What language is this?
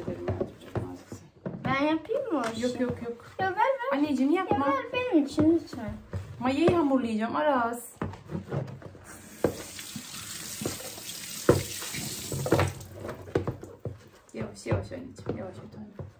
Turkish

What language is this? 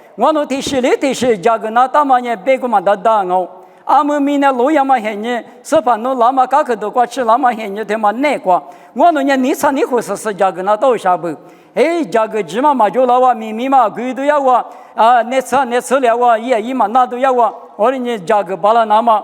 Lisu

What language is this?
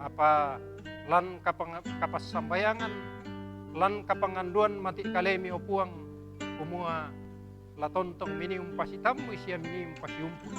Toraja-Sa'dan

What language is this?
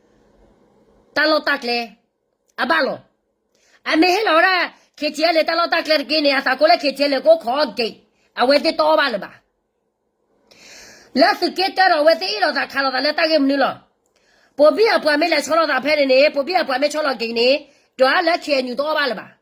S'gaw Karen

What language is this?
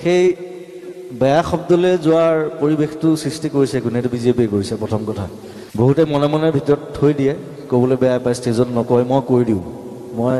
Assamese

